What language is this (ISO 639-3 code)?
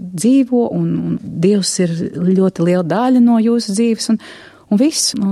lav